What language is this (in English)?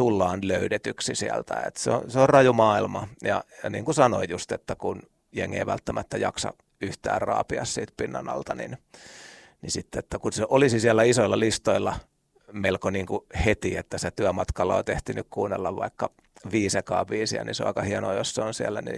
Finnish